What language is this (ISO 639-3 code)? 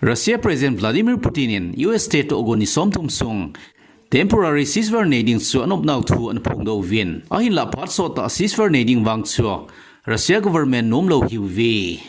tcz